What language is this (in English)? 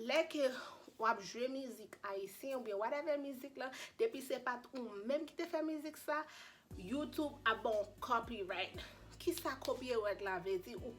Haitian Creole